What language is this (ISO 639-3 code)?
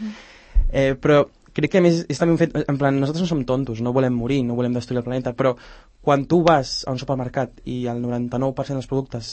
cat